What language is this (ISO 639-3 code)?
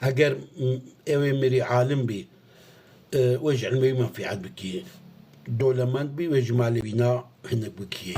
kur